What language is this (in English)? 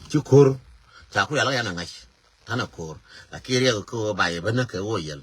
Nuer